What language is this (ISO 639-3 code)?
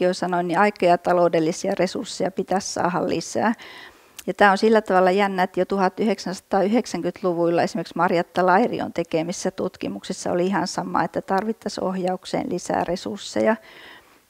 fin